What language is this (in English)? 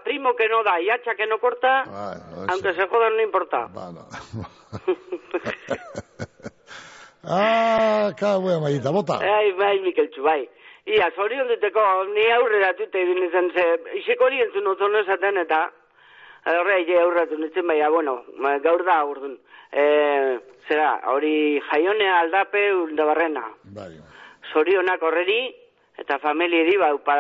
Basque